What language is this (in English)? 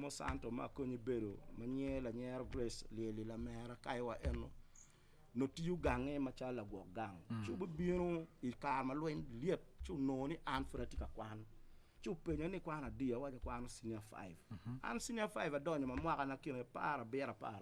Acoli